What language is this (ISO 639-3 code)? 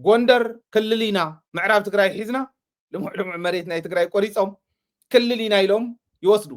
tir